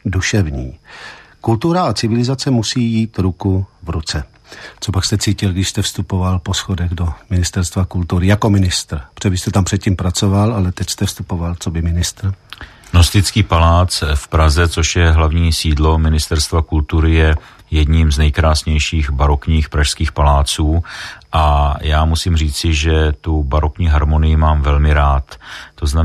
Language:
Czech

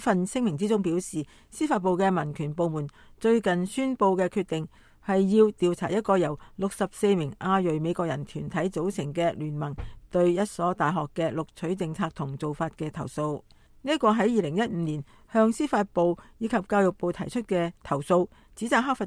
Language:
Cantonese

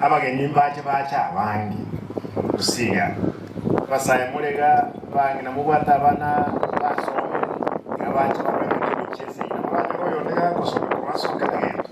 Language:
Gusii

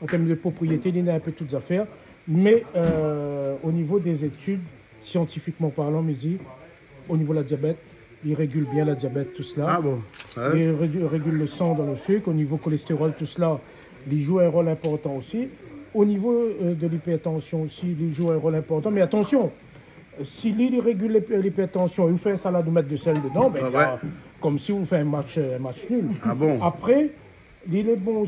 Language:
Réunion Creole French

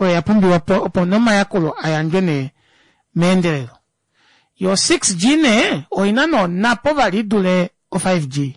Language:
Kuanyama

